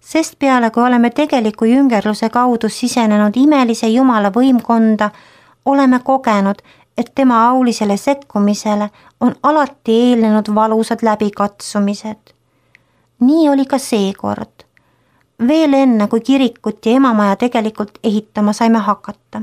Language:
Estonian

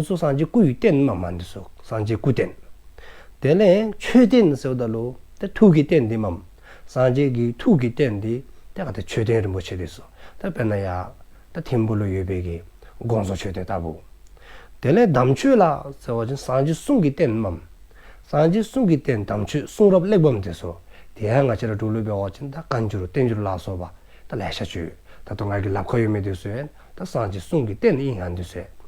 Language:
Dzongkha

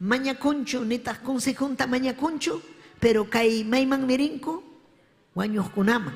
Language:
Ayacucho Quechua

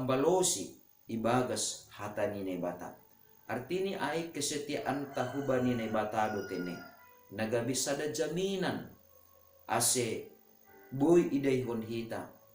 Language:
Batak Simalungun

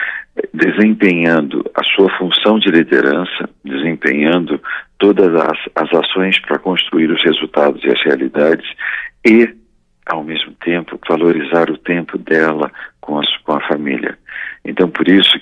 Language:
Portuguese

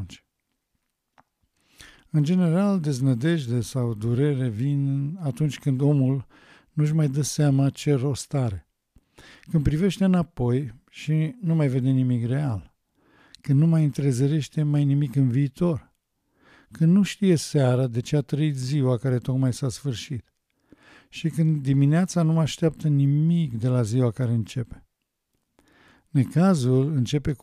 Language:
Romanian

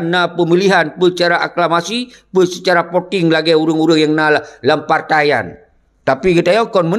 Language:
Achinese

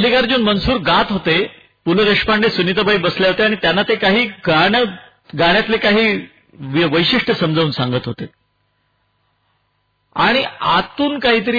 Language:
Marathi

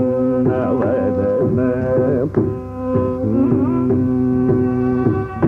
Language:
Telugu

